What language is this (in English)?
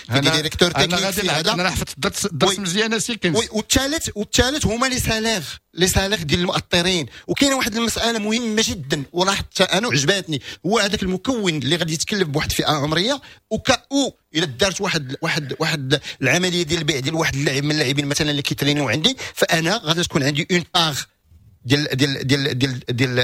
Moroccan Arabic